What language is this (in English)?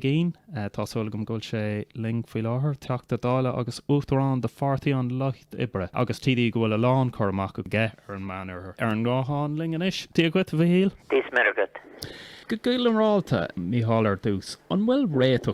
Irish